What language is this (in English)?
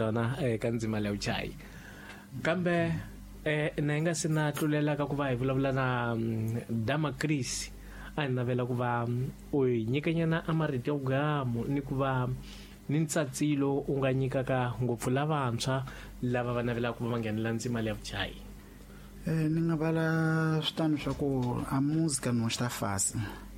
Tsonga